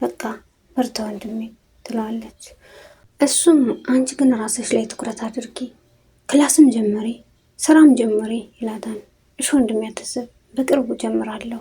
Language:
Amharic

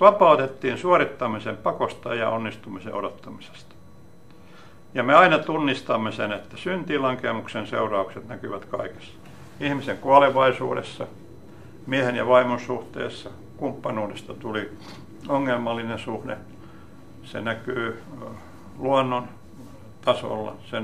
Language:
Finnish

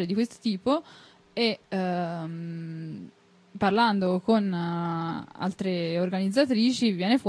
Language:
Italian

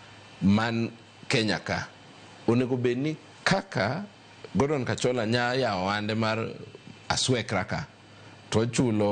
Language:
Luo (Kenya and Tanzania)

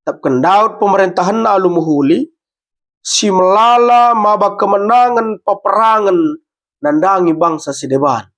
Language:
Batak Karo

